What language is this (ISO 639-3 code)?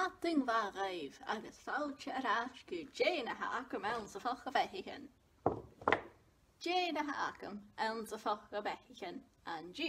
gla